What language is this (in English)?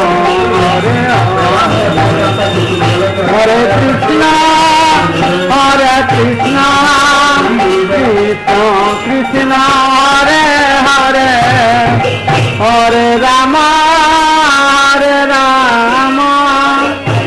Odia